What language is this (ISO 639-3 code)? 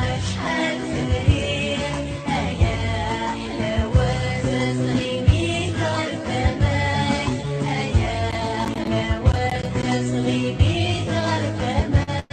kab